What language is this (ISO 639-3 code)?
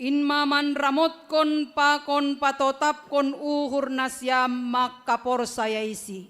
bts